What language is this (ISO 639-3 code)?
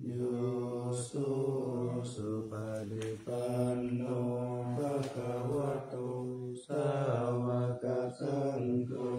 pli